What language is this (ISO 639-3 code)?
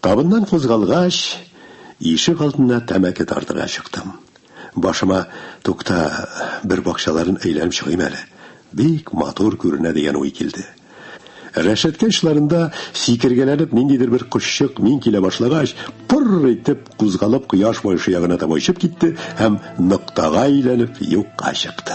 tat